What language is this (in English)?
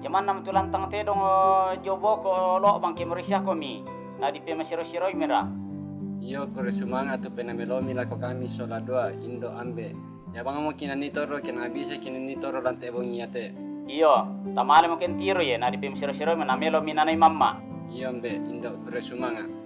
Toraja-Sa'dan